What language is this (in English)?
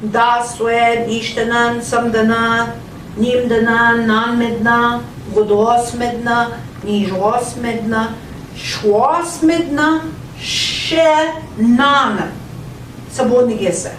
Central Ojibwa